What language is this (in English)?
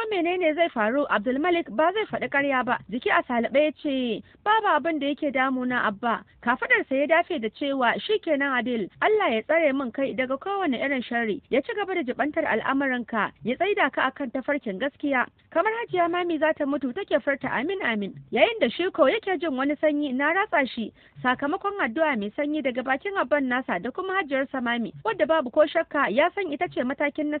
Hausa